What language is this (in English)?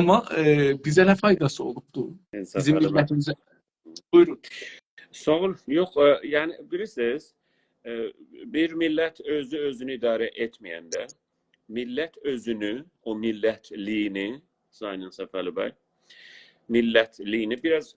South Azerbaijani